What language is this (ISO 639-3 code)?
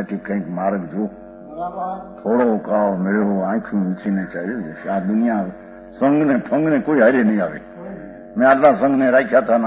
guj